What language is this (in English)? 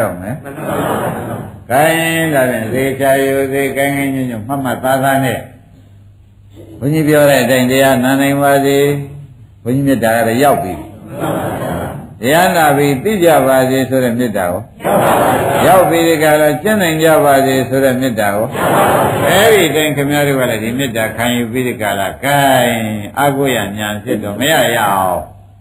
Burmese